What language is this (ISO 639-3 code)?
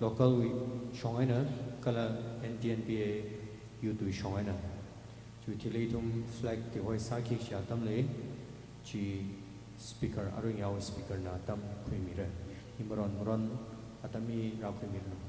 nmf